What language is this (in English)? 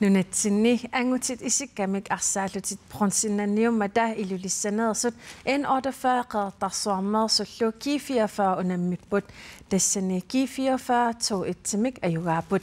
Kalaallisut